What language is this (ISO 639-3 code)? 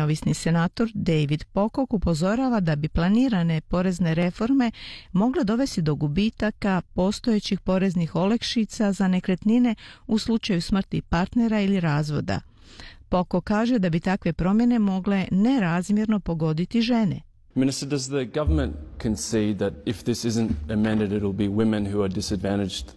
hrv